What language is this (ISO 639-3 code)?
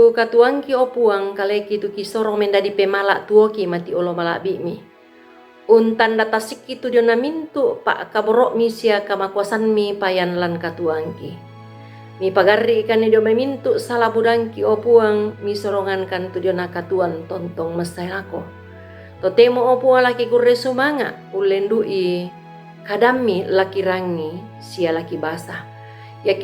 sda